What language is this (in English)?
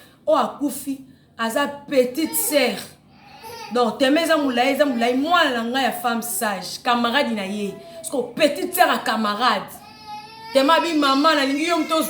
Lingala